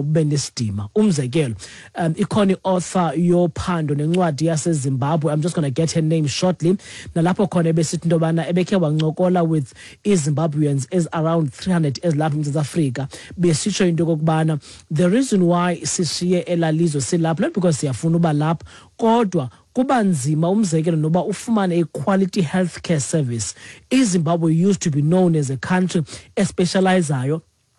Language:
Xhosa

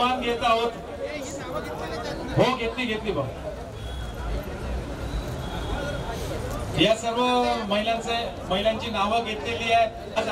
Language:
Marathi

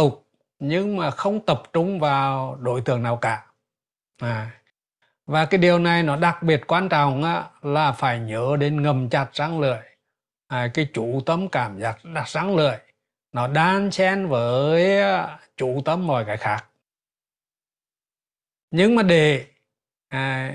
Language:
Vietnamese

